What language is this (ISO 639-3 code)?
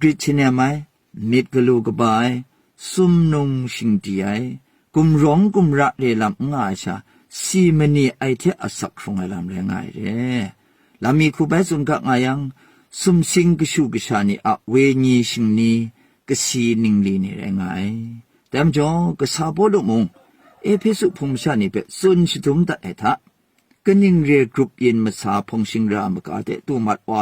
kac